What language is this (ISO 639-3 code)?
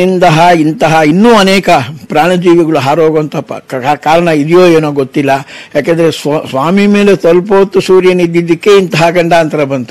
kan